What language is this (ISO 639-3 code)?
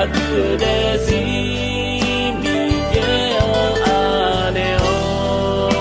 ahk